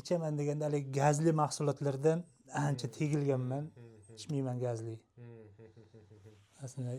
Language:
Uzbek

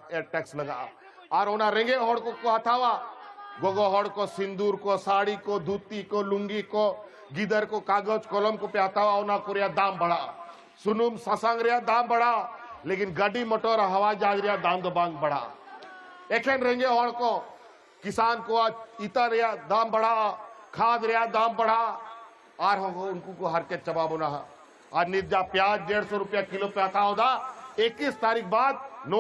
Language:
Santali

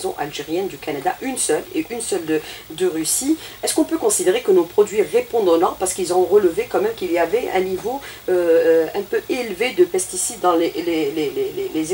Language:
French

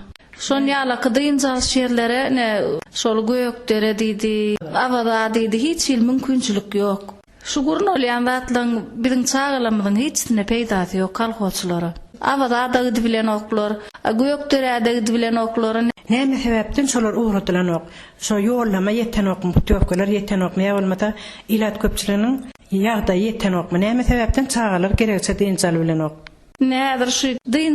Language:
Turkmen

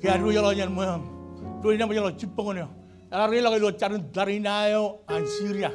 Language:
Marshallese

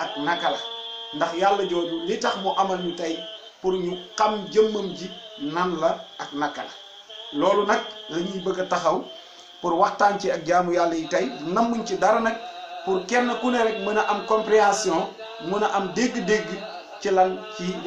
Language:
Wolof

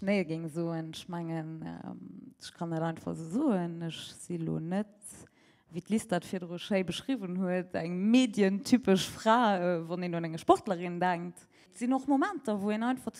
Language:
Luxembourgish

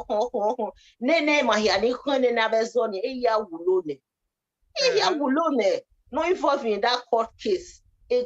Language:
Bini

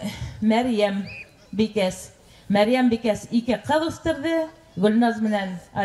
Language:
Bashkir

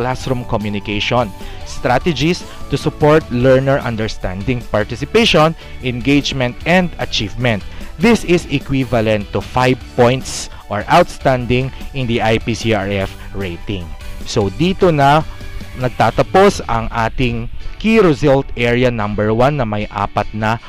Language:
Filipino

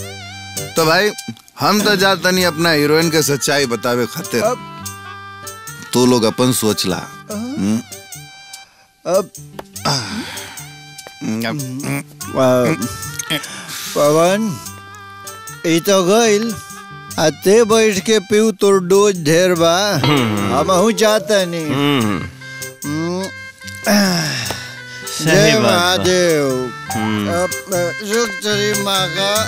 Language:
Bhojpuri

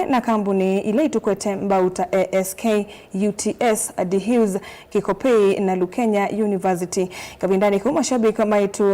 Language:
Kamba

